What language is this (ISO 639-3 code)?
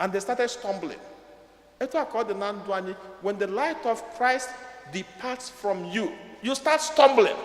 ibo